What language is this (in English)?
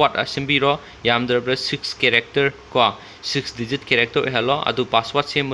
Manipuri